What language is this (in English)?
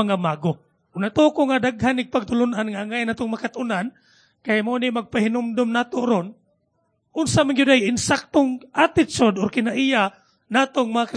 Cebuano